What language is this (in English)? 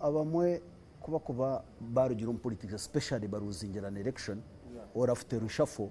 Nyankole